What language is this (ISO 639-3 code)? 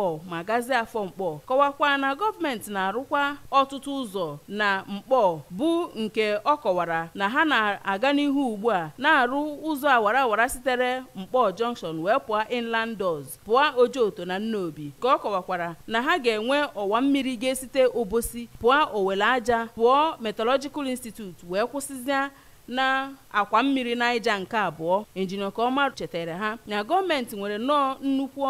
ibo